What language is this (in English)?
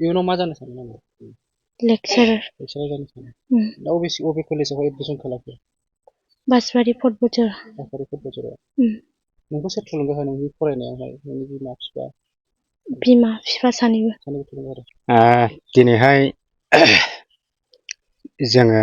Bodo